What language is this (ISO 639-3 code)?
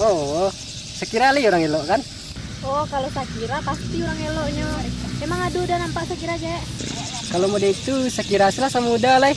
min